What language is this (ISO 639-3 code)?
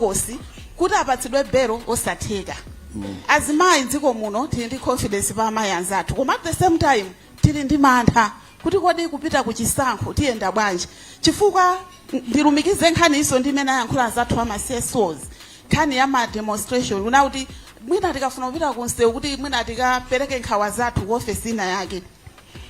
nya